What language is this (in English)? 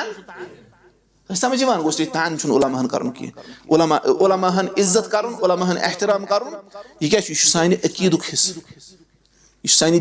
Kashmiri